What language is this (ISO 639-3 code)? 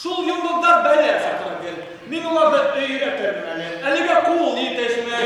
bak